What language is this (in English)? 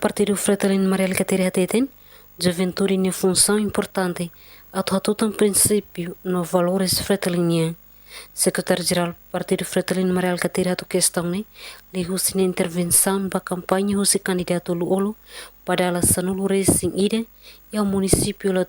Tetum